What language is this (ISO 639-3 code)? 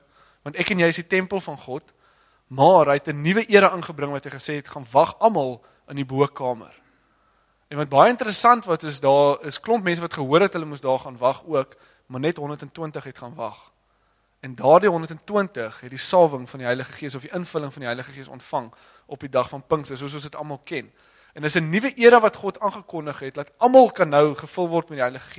afr